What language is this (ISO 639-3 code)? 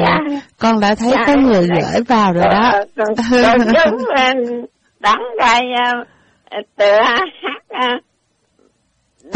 vie